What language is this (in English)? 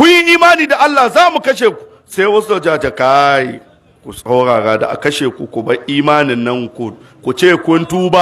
Hausa